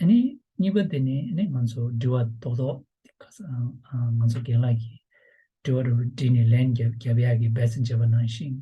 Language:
Tibetan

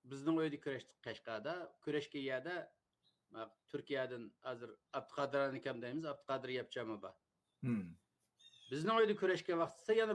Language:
Uyghur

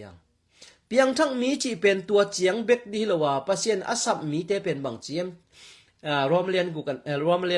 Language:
Tedim Chin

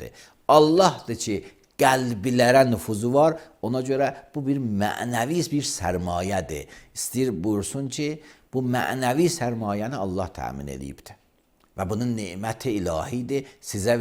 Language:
Azerbaijani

